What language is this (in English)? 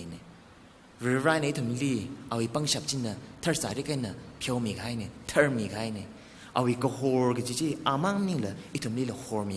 Tangkhul Naga (India)